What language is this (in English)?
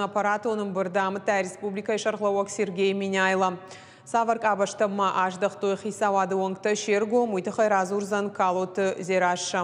Ossetic